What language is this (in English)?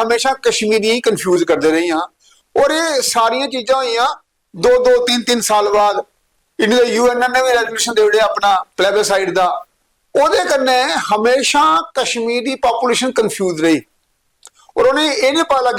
Dogri